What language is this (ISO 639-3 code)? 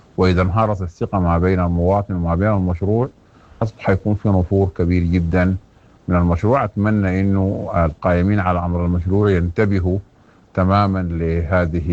apd